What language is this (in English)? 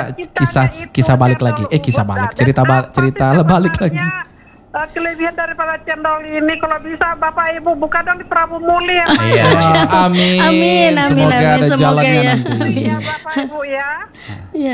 Indonesian